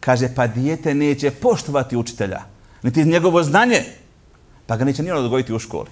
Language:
Bosnian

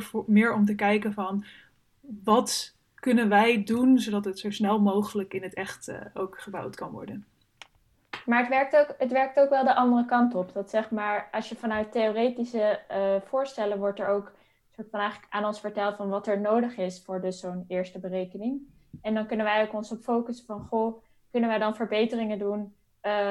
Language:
Dutch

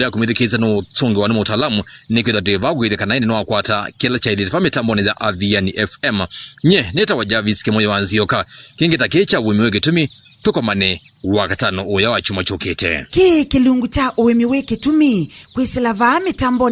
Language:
Kamba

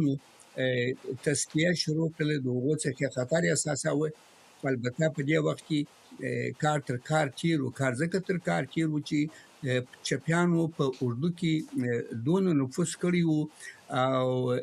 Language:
Pashto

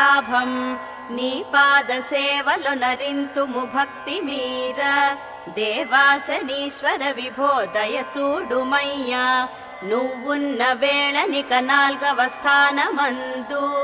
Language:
Telugu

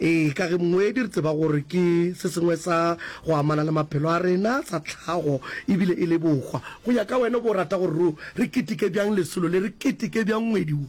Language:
Northern Sotho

